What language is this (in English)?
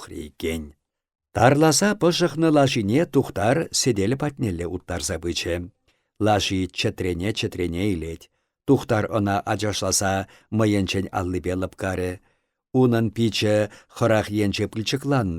Chuvash